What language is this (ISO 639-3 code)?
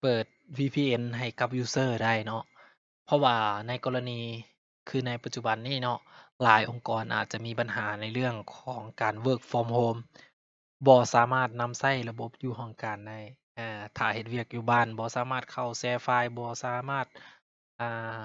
lao